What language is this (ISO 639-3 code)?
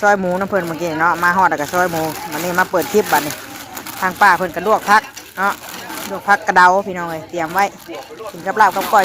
tts